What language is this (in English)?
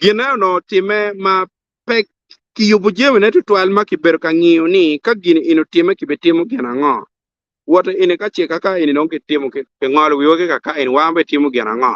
Acoli